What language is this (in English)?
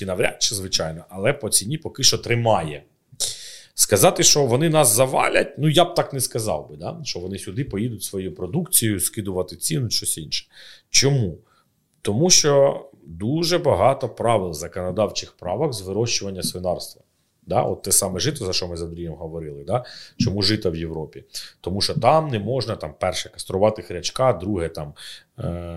Ukrainian